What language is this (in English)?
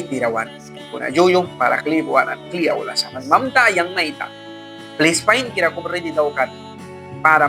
Mískito